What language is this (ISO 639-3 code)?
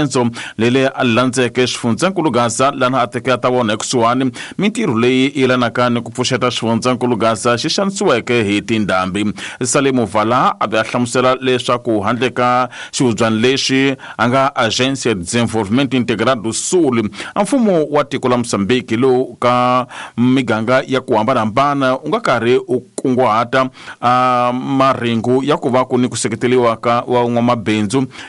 tso